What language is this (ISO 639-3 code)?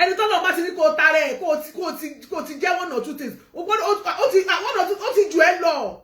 yor